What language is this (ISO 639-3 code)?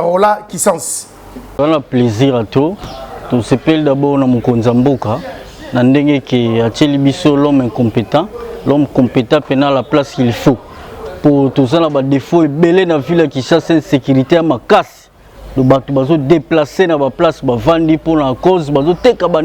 lin